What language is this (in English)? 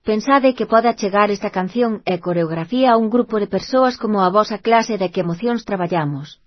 Galician